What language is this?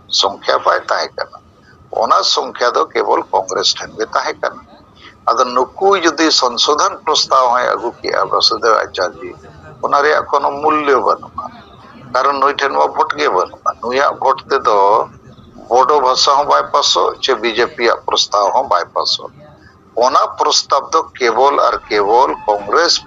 Santali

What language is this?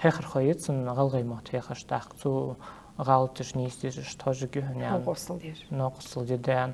Ingush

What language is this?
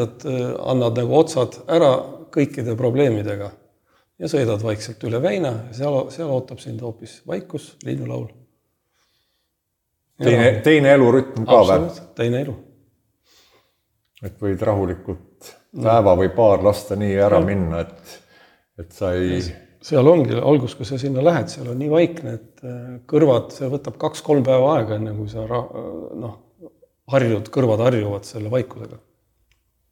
Estonian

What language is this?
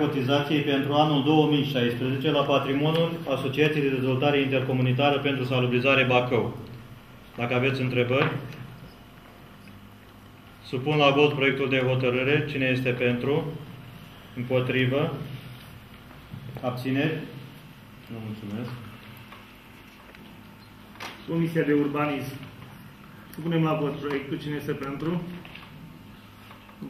Romanian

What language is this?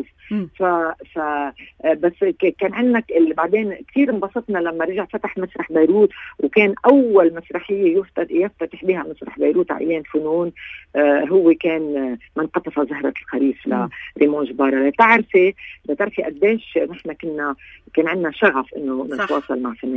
North Levantine Arabic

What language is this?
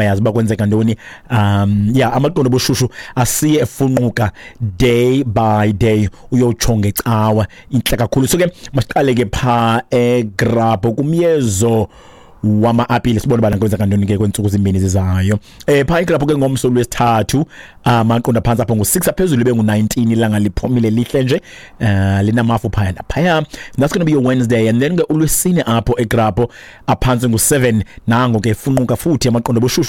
Xhosa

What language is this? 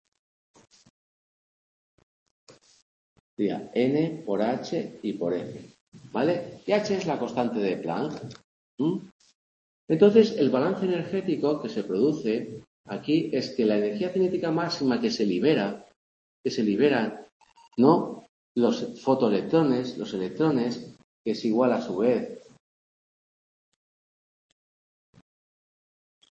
Spanish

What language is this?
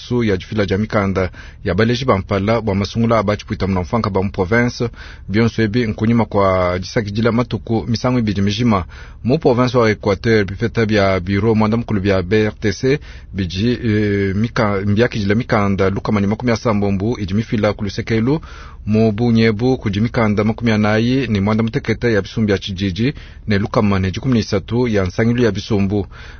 Luba-Lulua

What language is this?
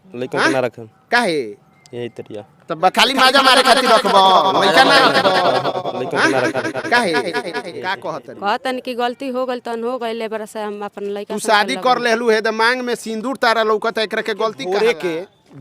Bhojpuri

